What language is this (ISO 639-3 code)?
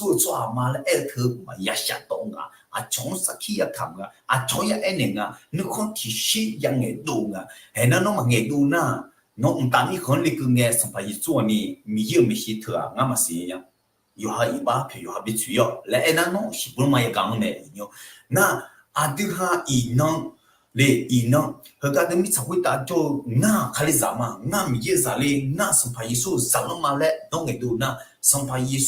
ahk